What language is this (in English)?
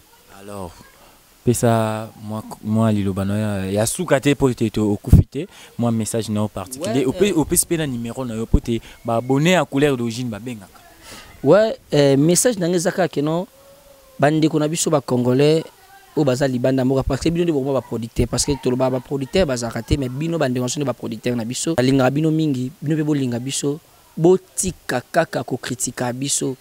Lingala